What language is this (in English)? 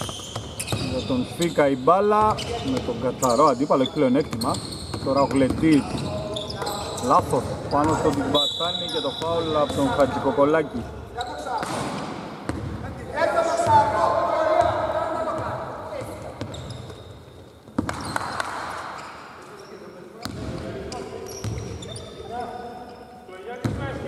Greek